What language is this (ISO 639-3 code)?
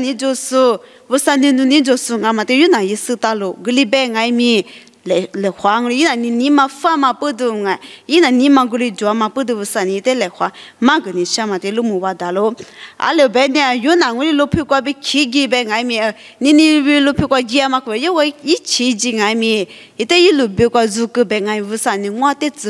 lis